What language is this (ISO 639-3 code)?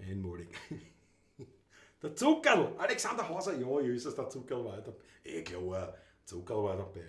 bar